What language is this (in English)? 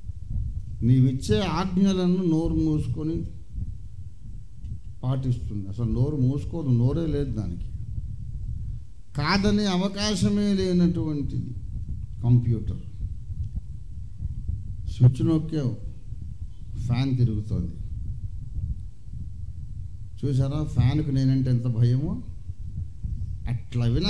Telugu